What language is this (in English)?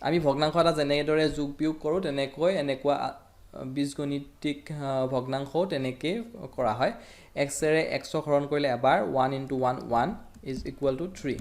Assamese